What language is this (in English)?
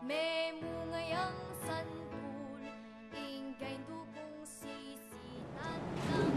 Pampanga